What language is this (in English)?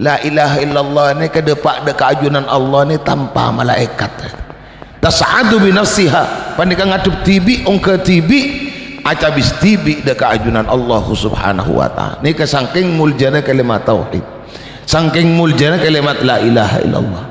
Madurese